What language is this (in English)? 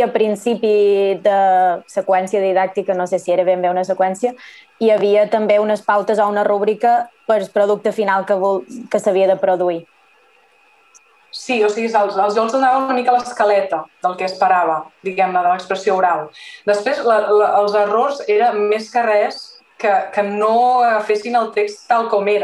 Catalan